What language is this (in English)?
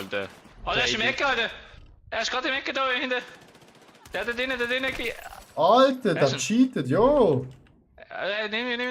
Swiss German